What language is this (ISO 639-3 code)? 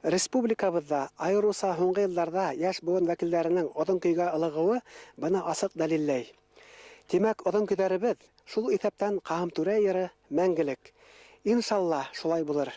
bak